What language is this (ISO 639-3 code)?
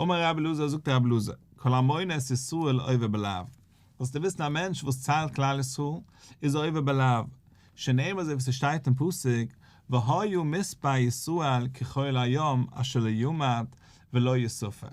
yid